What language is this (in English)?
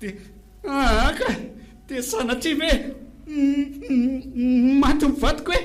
Malagasy